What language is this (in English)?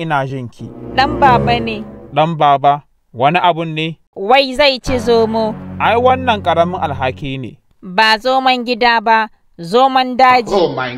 Hausa